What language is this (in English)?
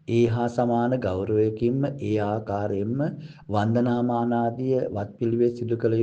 Sinhala